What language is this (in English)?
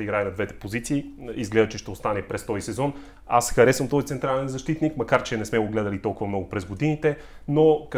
Bulgarian